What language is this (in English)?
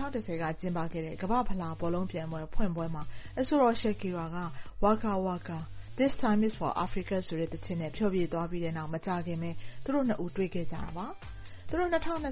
Burmese